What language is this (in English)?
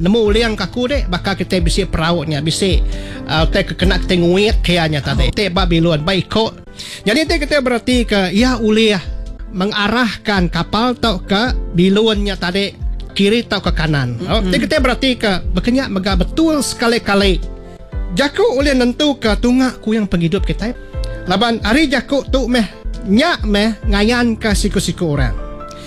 Iban